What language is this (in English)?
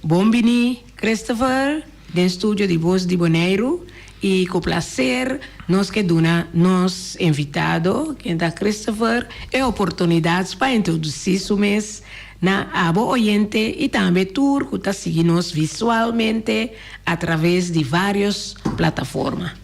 Papiamento